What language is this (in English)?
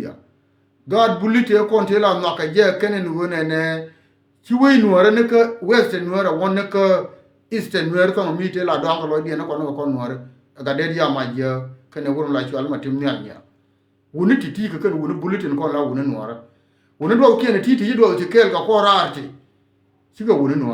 Nuer